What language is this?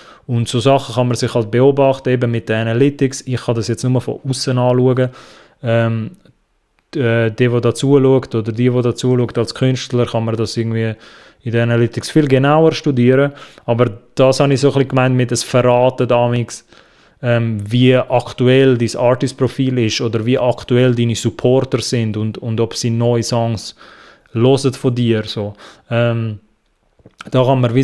Swiss German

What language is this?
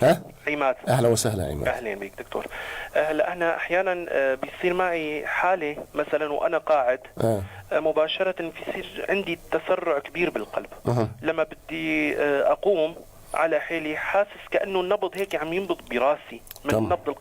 North Levantine Arabic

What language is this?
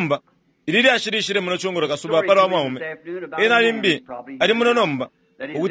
Bemba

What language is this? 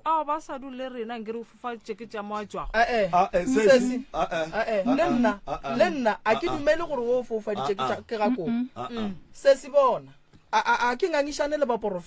Northern Sotho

